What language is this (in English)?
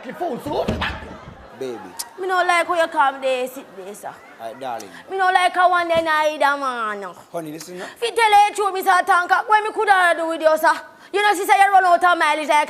Jamaican Creole English